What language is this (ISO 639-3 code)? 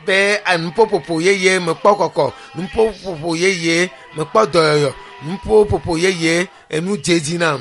ewe